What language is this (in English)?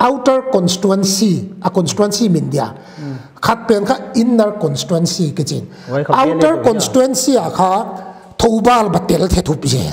Paite Chin